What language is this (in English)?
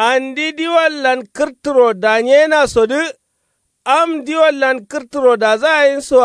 Kanuri